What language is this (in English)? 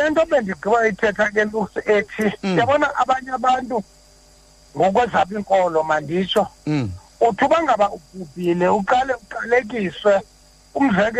Xhosa